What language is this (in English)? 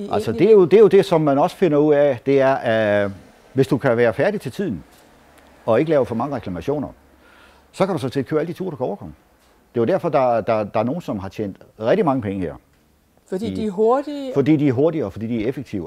Danish